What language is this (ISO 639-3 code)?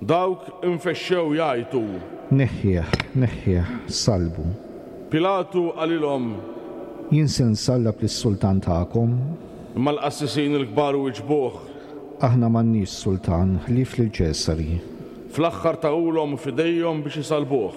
mlt